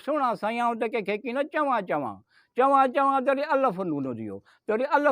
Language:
Sindhi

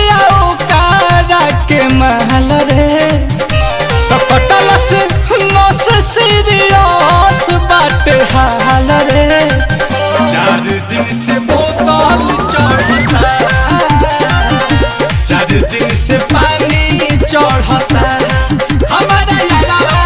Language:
Bhojpuri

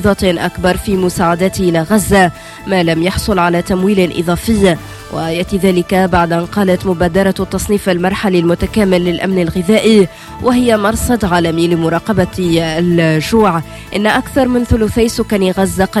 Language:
Tunisian Arabic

